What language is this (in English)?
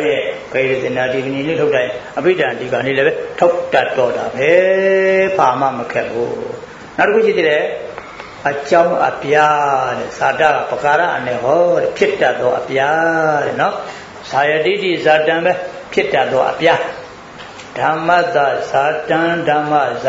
Burmese